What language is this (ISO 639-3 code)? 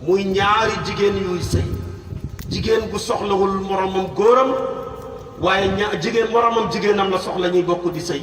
wol